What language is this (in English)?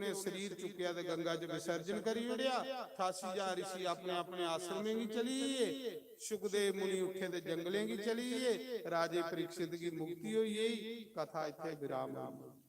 Dogri